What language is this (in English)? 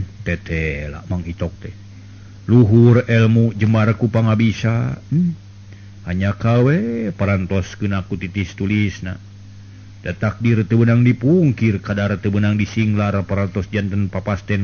Sundanese